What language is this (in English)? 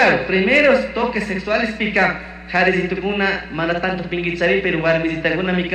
Chimborazo Highland Quichua